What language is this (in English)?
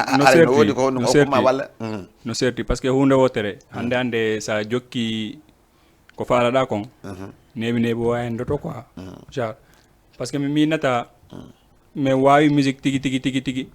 Fula